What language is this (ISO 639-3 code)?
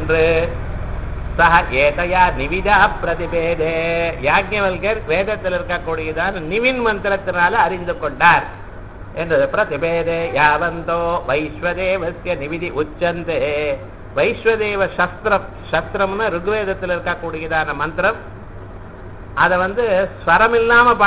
tam